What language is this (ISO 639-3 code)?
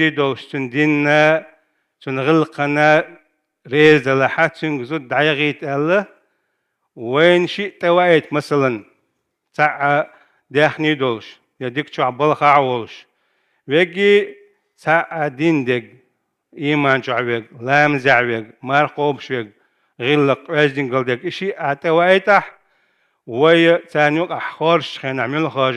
che